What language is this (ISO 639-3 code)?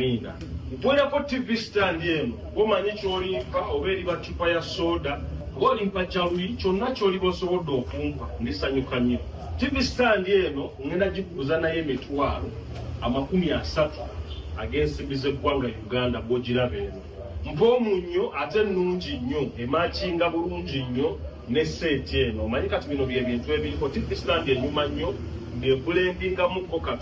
lug